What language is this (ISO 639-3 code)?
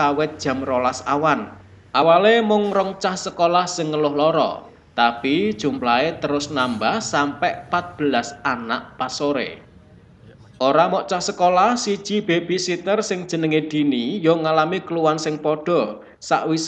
jav